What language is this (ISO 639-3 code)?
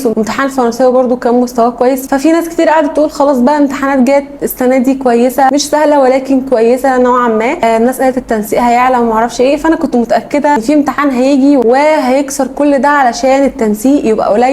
arz